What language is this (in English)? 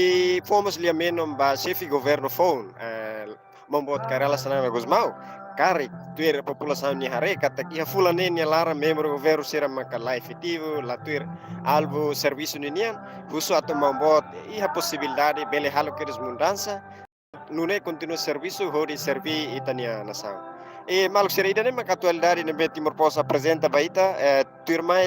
Tetum